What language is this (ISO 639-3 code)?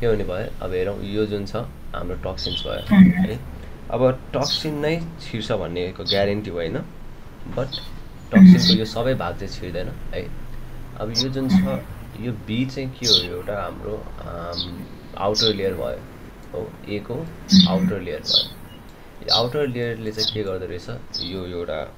nep